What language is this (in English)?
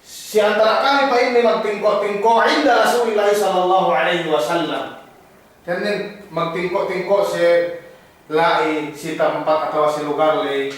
Yakan